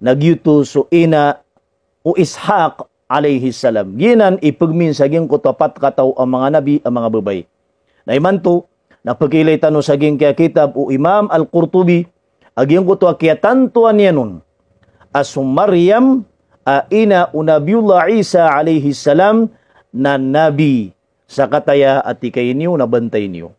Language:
Maranao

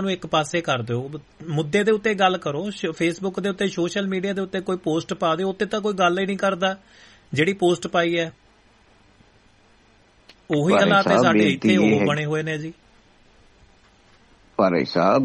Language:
Punjabi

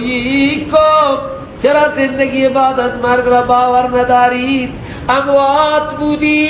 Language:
Persian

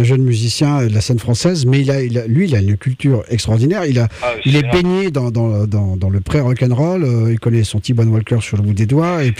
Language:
French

